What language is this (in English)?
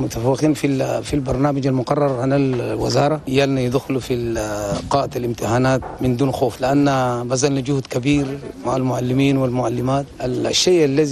Chadian Arabic